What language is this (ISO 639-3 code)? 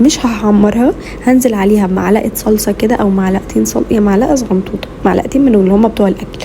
arz